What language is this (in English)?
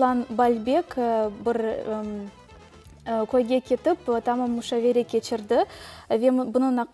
Crimean Tatar